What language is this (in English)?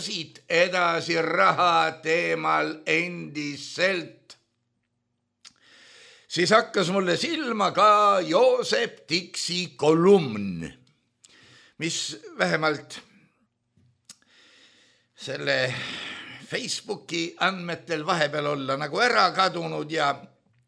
Estonian